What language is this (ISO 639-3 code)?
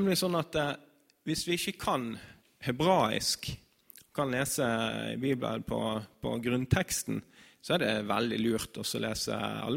nor